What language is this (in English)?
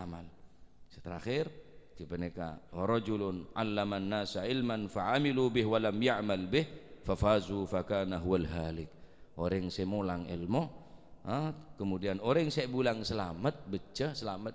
Madurese